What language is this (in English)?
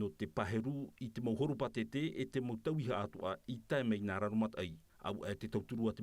Tahitian